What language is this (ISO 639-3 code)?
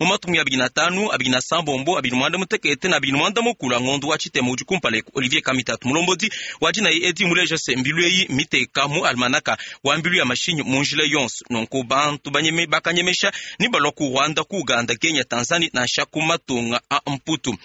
lua